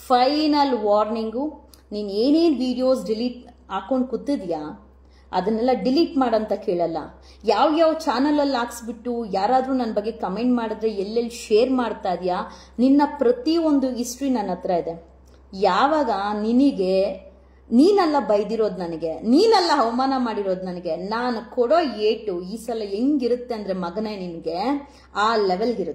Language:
Kannada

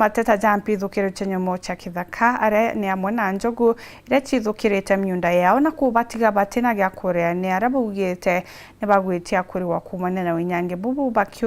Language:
Meru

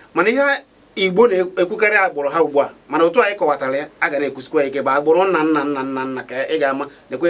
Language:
Igbo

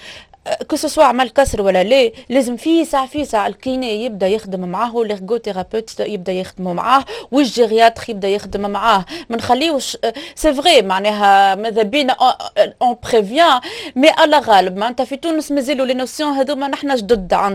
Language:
Tunisian Arabic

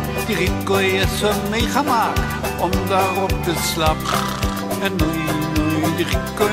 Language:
Afrikaans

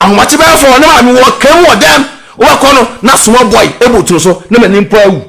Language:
Akan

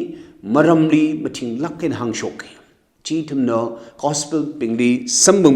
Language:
Tangkhul Naga (India)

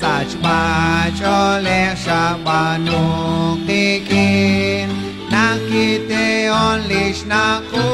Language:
Kekchí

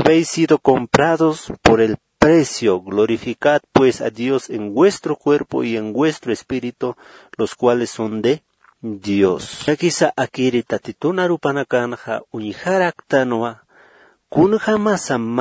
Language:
Aymara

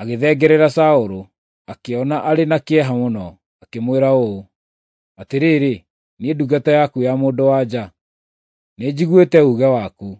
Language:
Kikuyu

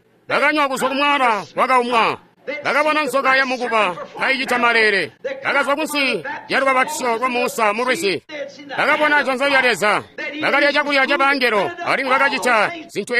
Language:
Tonga (Zambia)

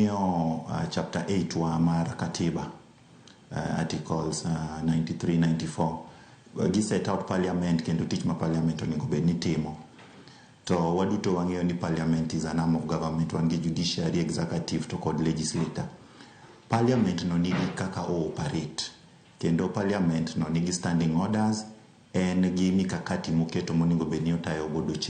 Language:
Luo (Kenya and Tanzania)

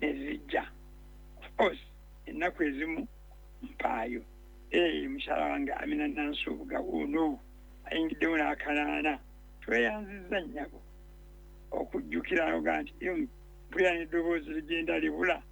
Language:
Ganda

